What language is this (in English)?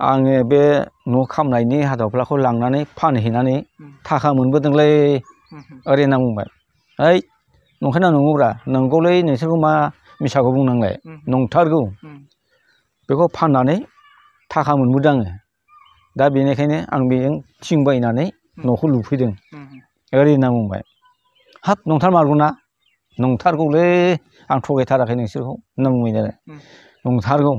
Bodo